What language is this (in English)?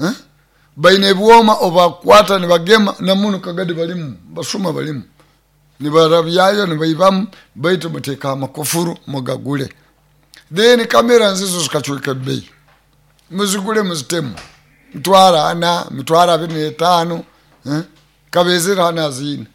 Nyoro